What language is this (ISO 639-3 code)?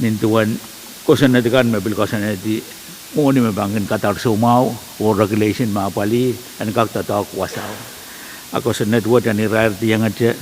pon